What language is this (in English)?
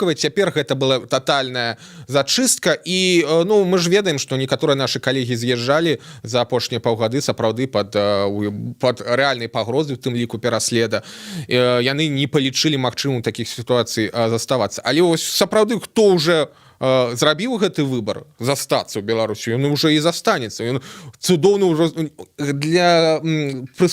Belarusian